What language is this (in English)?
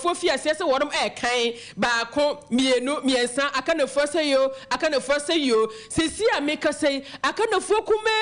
Akan